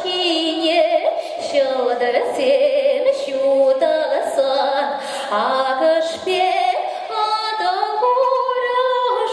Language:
Chuvash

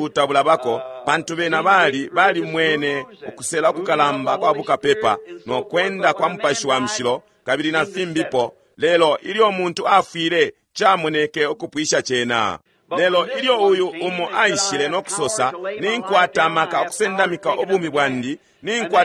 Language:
Bemba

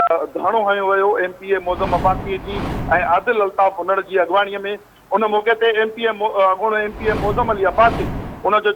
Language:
Sindhi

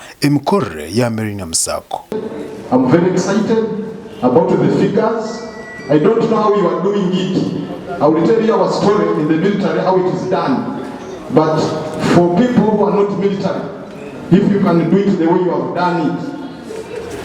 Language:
Nyankole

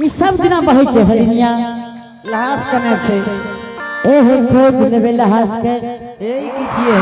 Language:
Angika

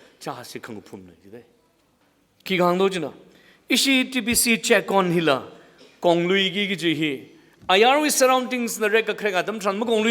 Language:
Tangkhul Naga (India)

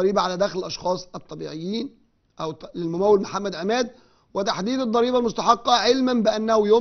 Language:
Arabic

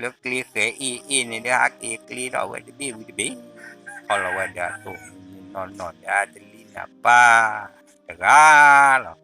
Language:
S'gaw Karen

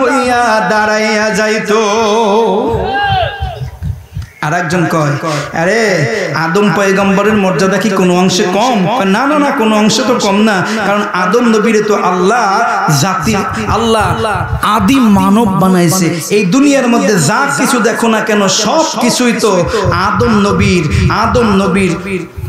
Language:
Bangla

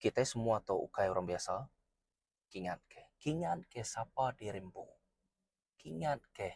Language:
Iban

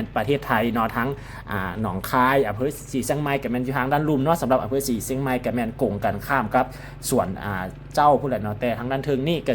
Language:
Lao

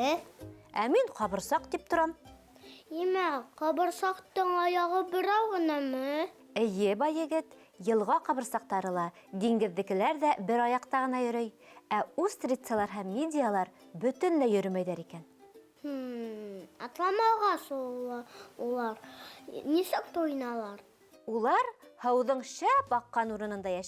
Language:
Bashkir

